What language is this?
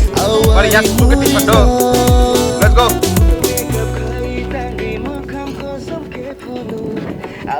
Kok Borok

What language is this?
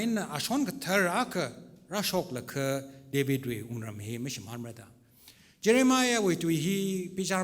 Tangkhul Naga (India)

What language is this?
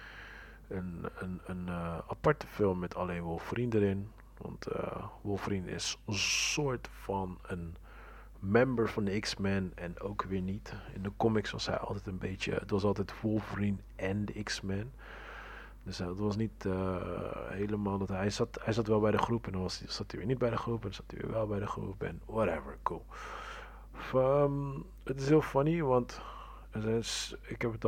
Dutch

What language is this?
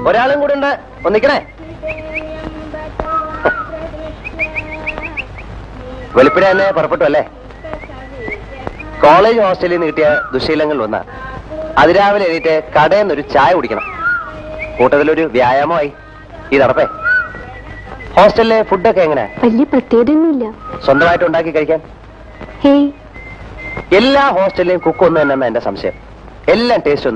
Malayalam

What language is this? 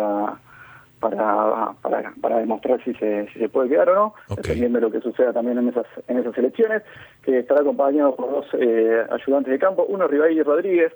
Spanish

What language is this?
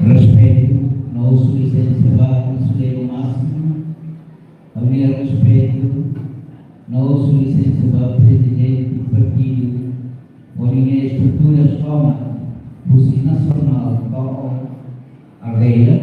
Tetum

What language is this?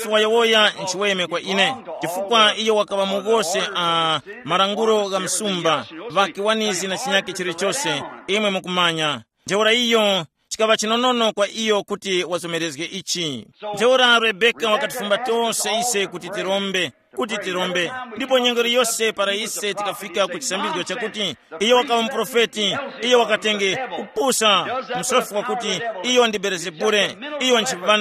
Tumbuka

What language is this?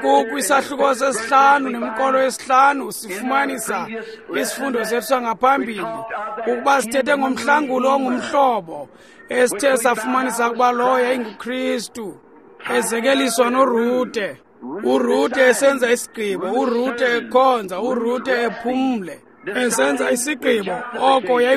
Xhosa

